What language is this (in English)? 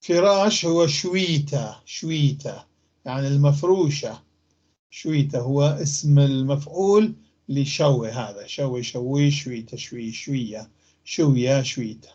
North Levantine Arabic